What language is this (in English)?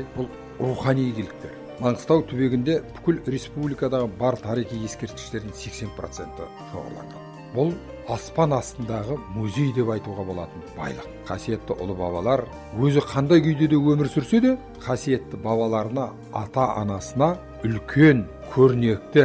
Kazakh